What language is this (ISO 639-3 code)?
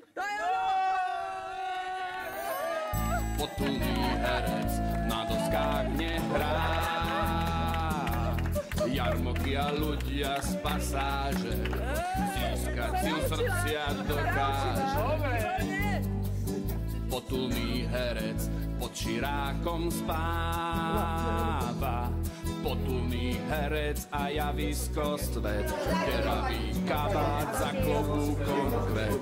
slk